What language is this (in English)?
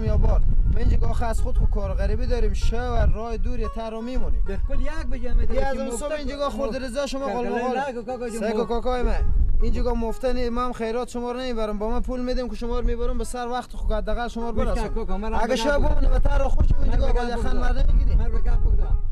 Persian